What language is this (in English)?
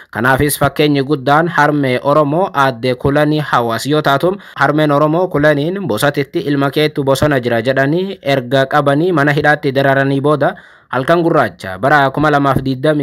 Oromo